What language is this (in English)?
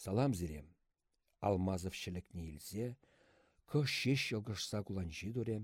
Chuvash